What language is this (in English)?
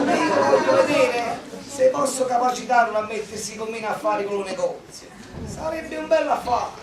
Neapolitan